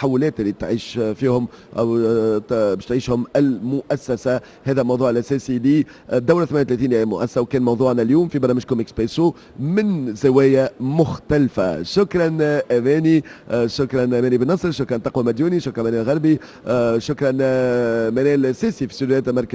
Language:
Tunisian Arabic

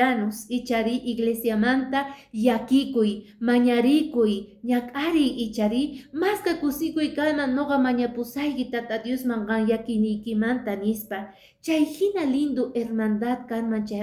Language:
Quechua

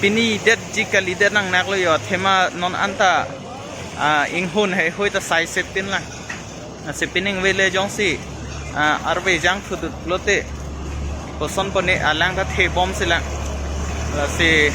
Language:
Karbi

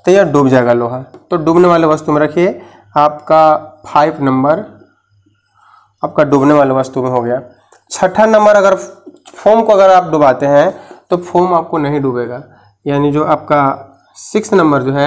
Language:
Hindi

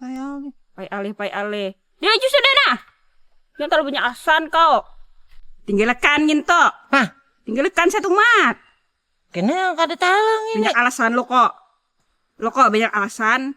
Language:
Banjar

